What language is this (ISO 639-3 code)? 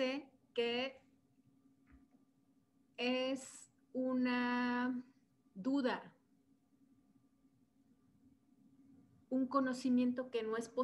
spa